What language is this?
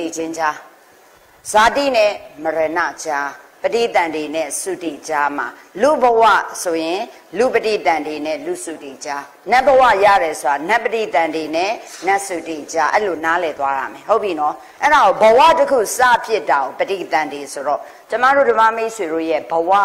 Burmese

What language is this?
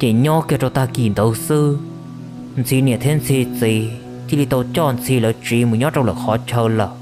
Hmong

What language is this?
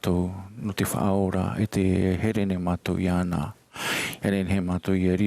Tahitian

